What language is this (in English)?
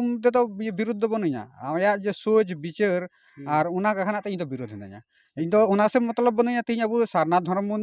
Santali